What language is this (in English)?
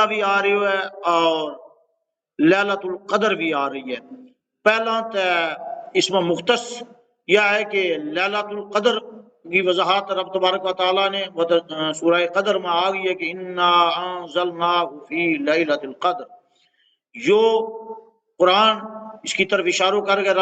Gujari